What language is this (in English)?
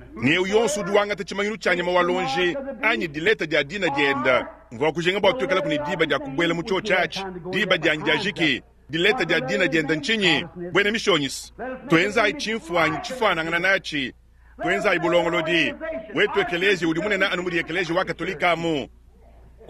Luba-Lulua